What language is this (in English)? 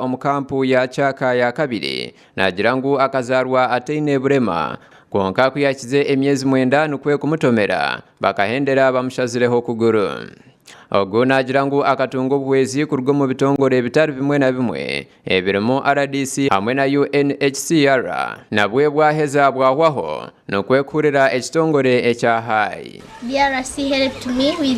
Nyankole